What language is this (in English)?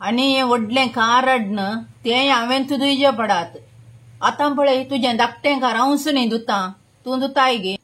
Konkani